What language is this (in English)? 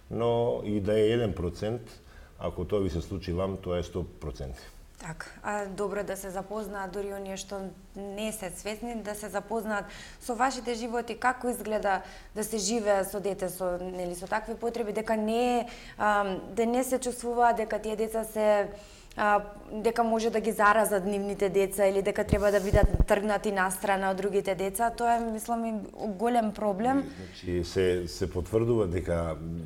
Macedonian